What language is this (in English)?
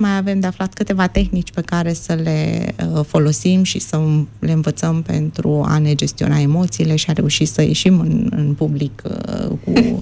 Romanian